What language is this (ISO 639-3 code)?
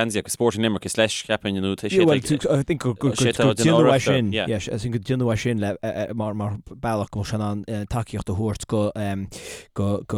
gle